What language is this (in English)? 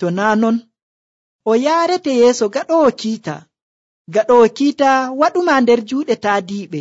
Nigerian Fulfulde